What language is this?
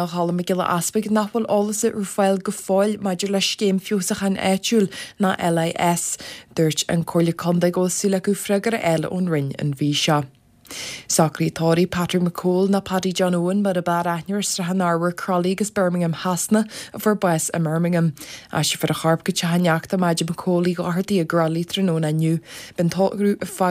Irish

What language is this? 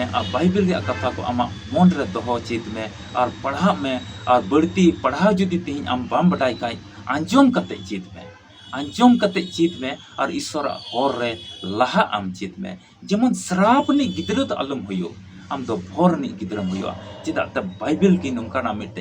Santali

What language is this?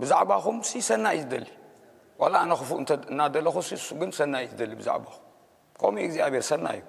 Tigrinya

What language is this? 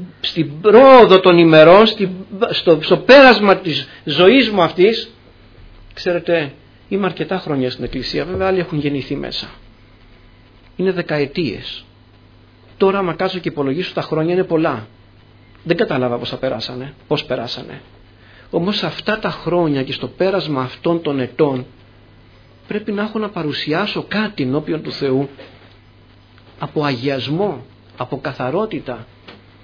Greek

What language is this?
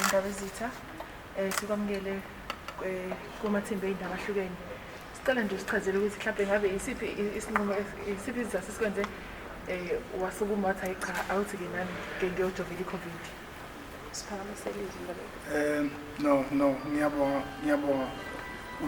Zulu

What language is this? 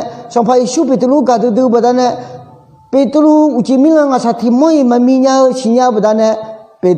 Akha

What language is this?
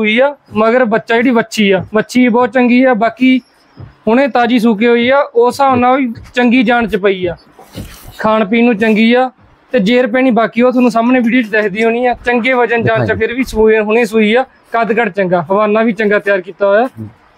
Punjabi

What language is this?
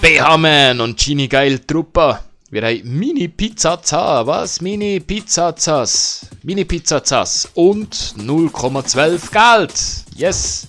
Swiss German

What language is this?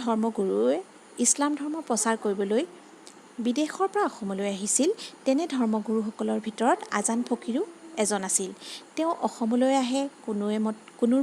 Assamese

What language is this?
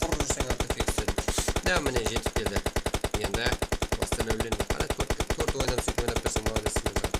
Kara-Kalpak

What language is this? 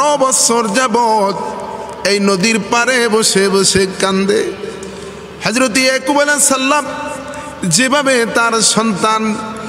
Bangla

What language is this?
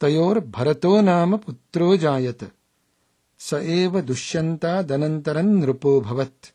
Sanskrit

